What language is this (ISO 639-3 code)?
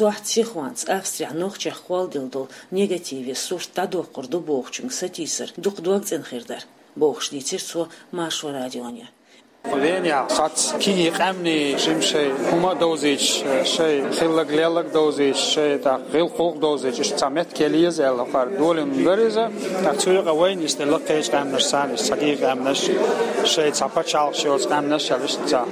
che